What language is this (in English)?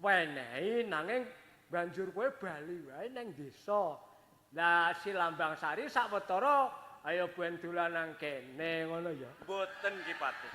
Javanese